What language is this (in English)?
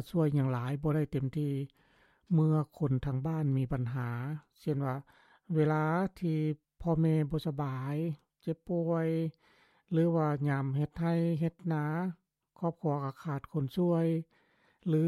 Lao